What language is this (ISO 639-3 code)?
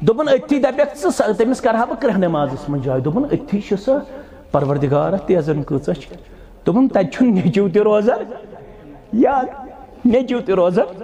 kas